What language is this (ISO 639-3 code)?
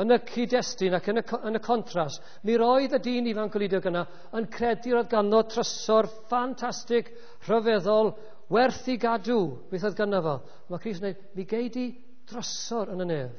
cym